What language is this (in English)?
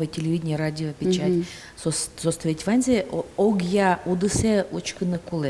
Udmurt